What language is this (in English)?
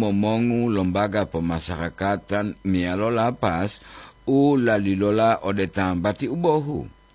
Gorontalo